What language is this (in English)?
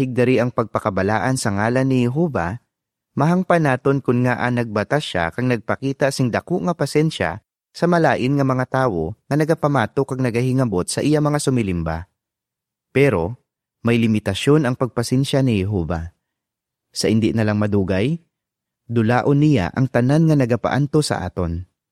Hiligaynon